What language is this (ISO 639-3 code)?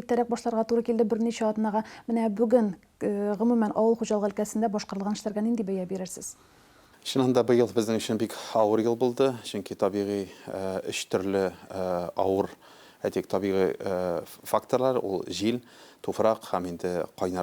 tat